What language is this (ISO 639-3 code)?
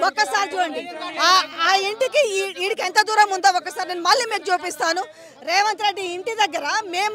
tel